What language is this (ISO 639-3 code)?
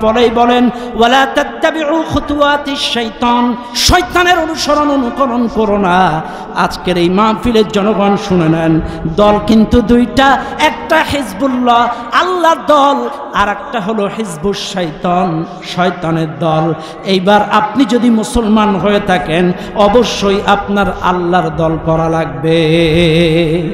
ben